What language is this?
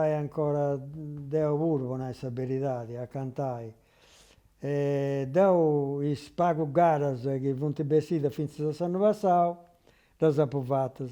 Sardinian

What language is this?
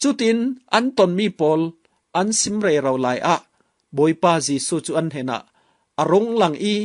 Falam Chin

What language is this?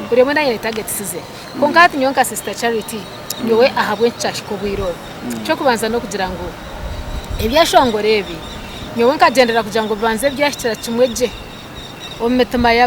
Nyankole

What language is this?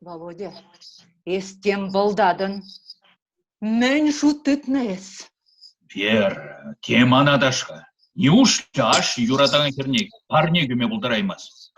Chuvash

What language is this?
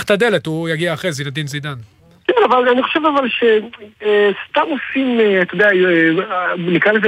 Hebrew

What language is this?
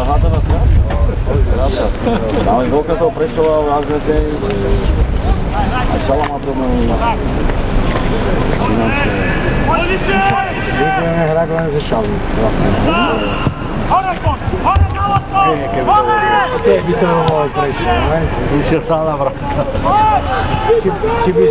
Slovak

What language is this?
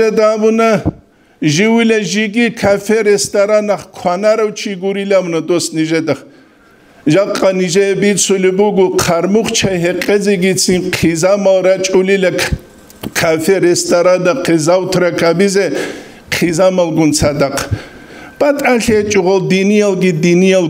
Avaric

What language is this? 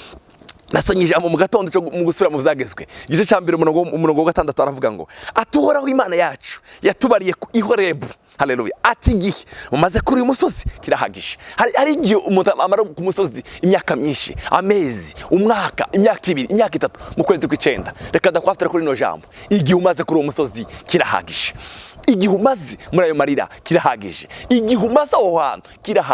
Rundi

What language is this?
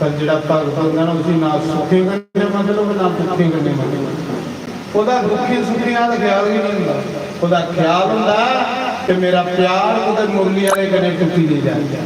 Dogri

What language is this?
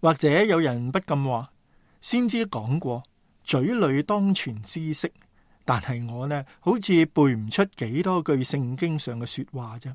Cantonese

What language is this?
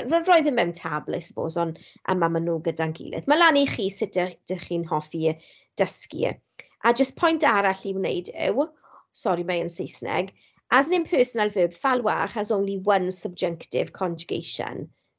Welsh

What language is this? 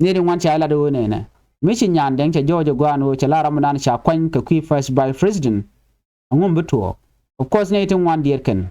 Nuer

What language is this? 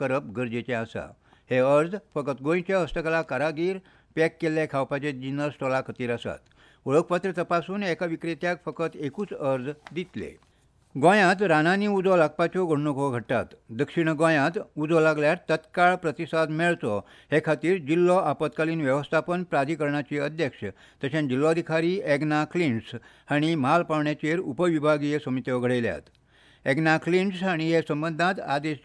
Konkani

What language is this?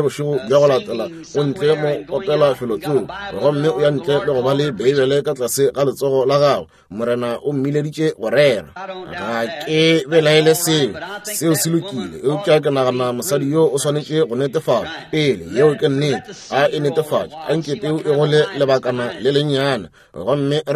Northern Sotho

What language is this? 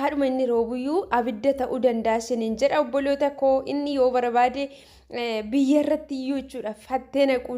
Oromo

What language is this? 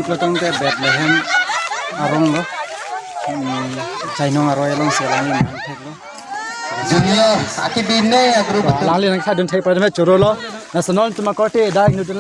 Karbi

